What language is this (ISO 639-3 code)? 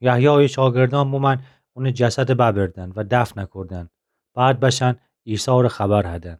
glk